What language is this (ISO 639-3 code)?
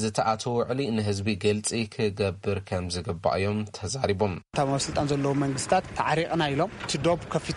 tir